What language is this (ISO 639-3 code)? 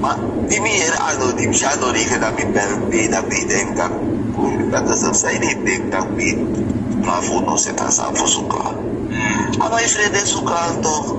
srn